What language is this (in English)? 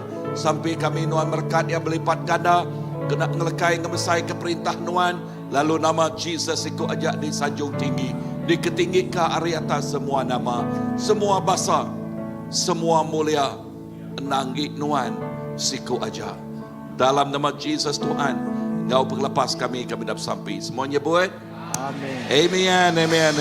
Iban